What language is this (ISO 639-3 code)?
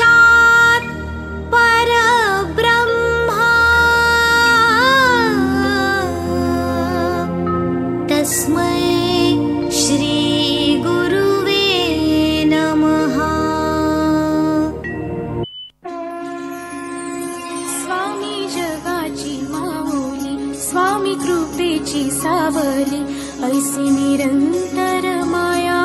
mar